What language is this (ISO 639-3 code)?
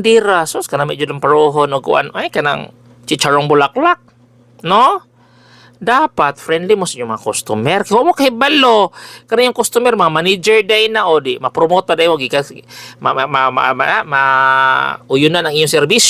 ceb